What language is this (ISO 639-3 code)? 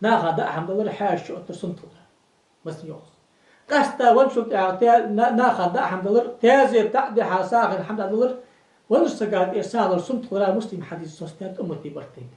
inh